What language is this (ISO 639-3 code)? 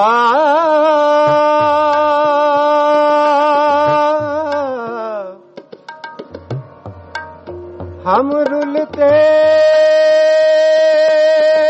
pan